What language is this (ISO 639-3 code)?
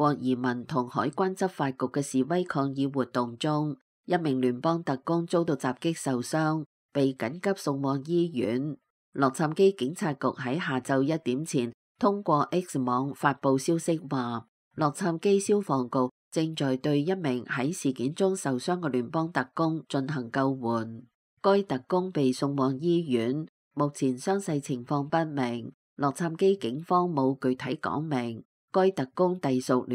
yue